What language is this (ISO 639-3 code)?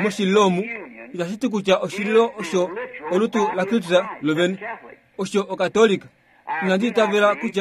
kua